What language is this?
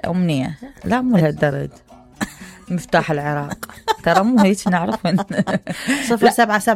Mesopotamian Arabic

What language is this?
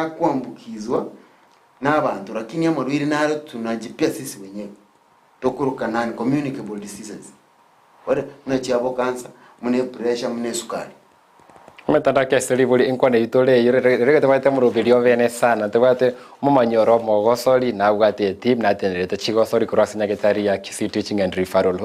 Gusii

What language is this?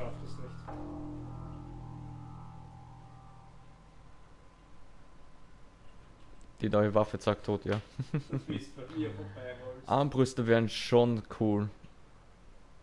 German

